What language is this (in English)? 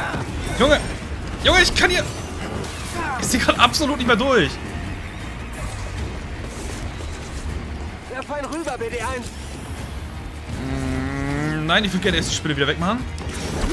German